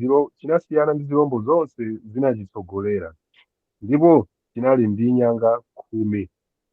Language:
Nyanja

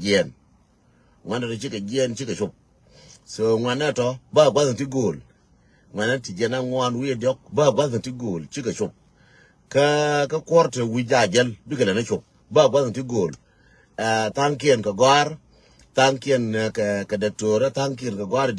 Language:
Nuer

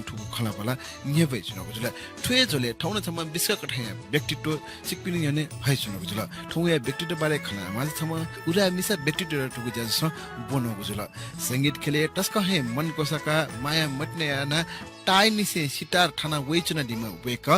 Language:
Newari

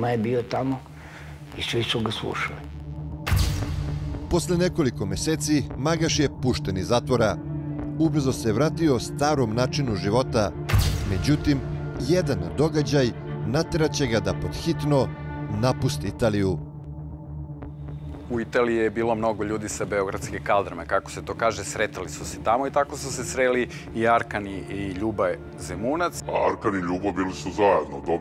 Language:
Serbian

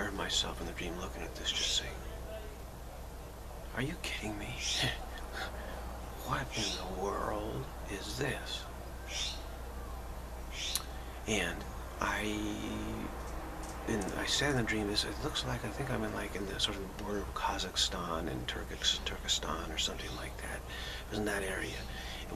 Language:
English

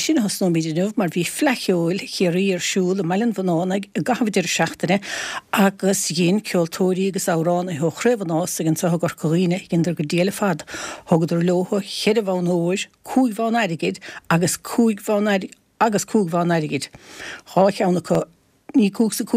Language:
Irish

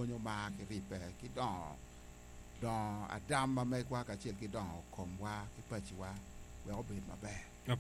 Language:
Acoli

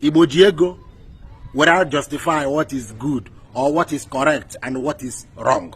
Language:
Igbo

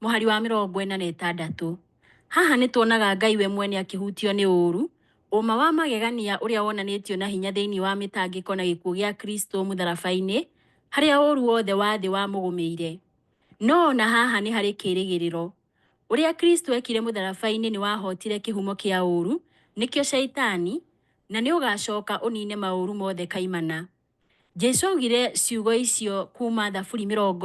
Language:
Kikuyu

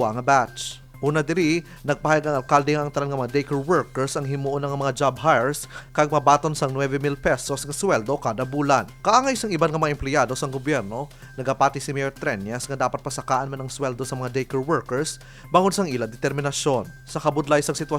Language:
Hiligaynon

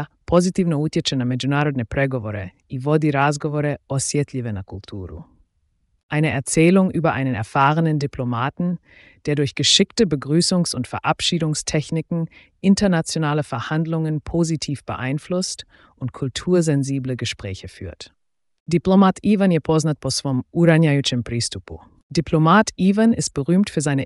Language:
Slovenian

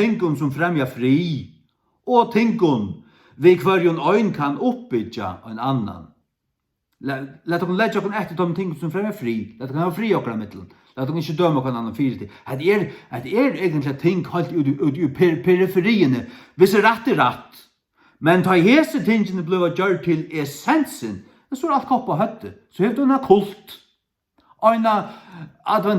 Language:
Faroese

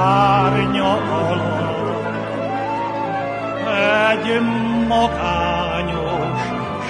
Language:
Hungarian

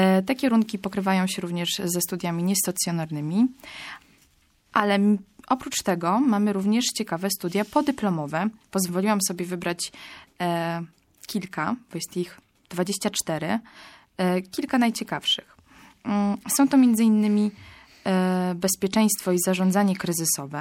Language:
Polish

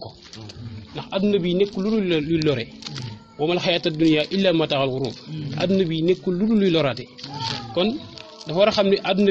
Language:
Wolof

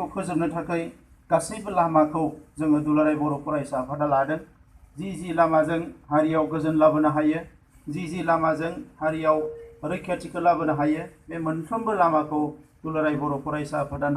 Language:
Bodo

